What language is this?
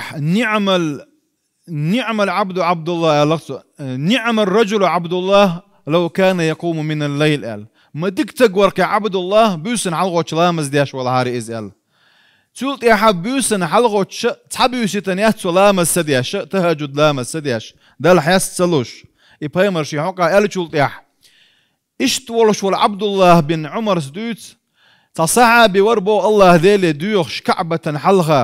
Chechen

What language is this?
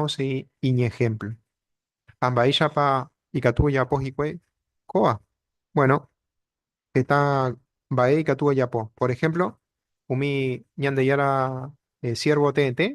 Guarani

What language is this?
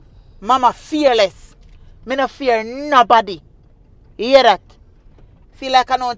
Jamaican Creole English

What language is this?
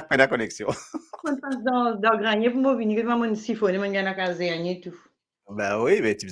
Morisyen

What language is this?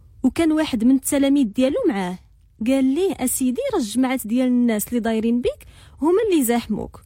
Moroccan Arabic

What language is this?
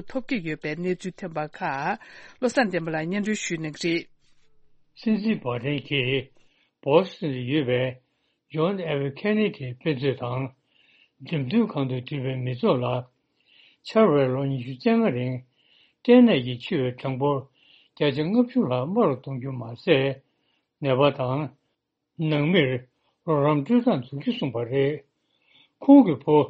Tibetan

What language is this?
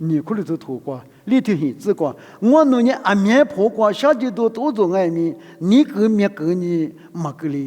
Lisu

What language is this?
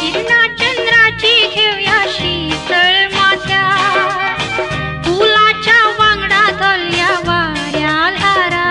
Konkani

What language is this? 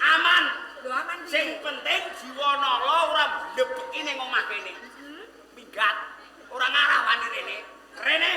Javanese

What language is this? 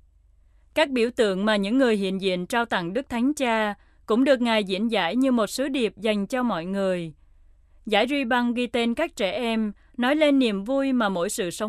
Vietnamese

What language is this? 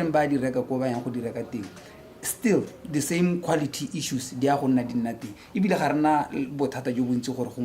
Tswana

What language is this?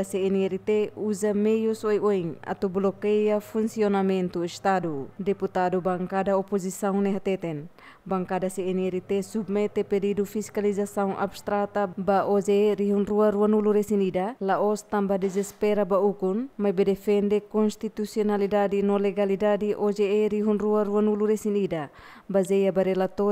Tetum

